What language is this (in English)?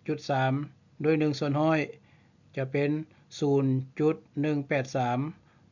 Lao